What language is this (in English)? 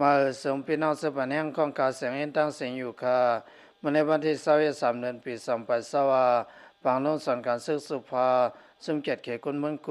Lao